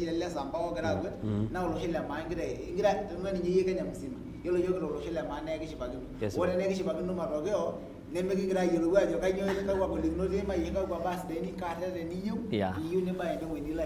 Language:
Masai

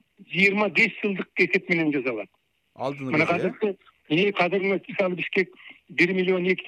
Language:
Kyrgyz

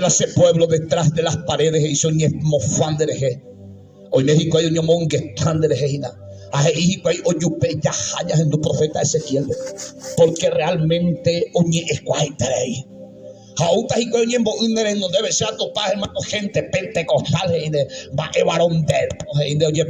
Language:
Guarani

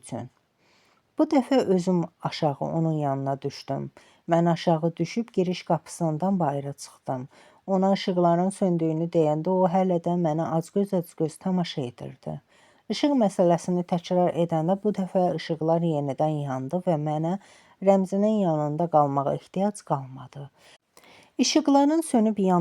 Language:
Azerbaijani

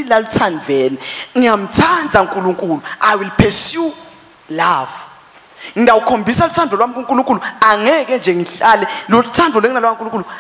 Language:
Swati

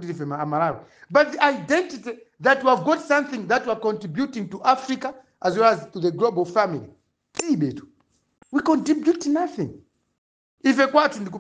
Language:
Nyanja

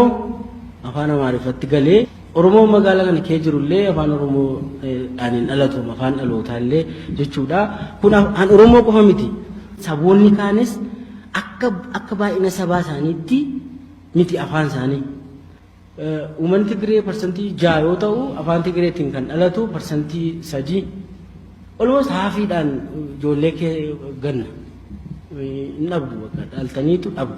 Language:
Oromo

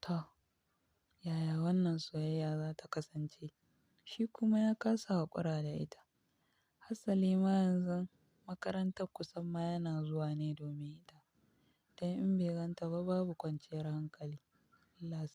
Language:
Hausa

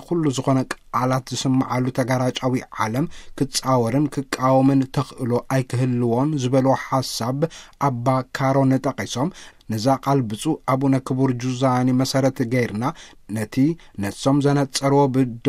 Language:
Tigrinya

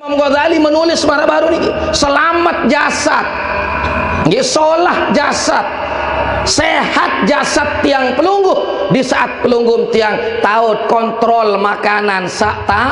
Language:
Sasak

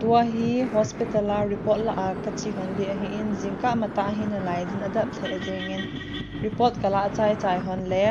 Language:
Thado Chin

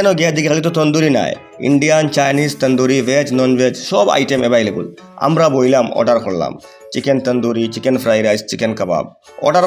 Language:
Sylheti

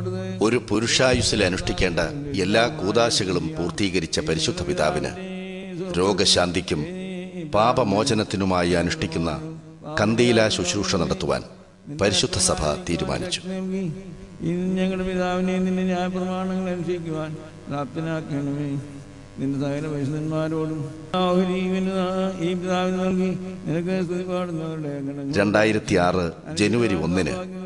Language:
Malayalam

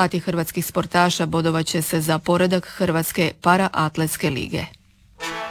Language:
Croatian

